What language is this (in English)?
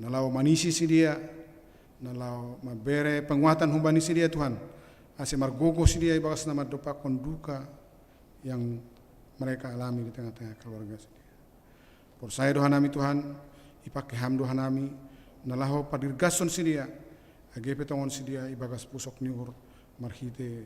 Batak Simalungun